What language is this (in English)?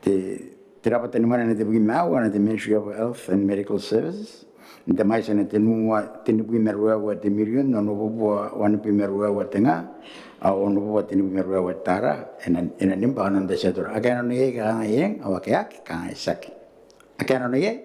Gilbertese